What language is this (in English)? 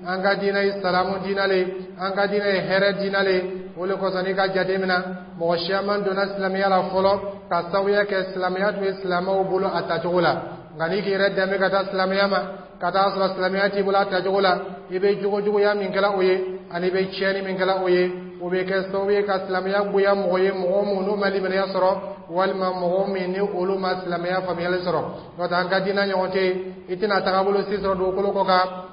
Dyula